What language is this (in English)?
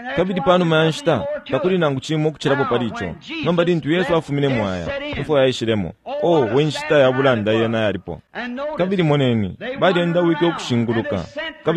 Bemba